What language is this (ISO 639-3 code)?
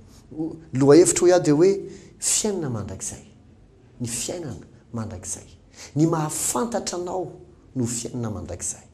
mlg